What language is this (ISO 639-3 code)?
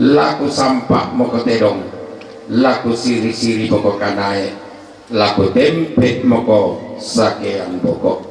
sda